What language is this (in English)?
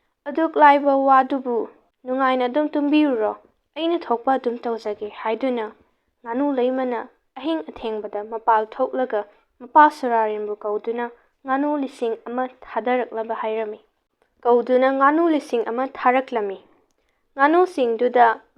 Manipuri